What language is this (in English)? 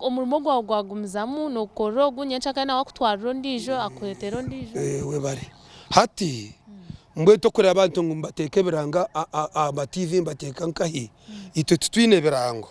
Nyankole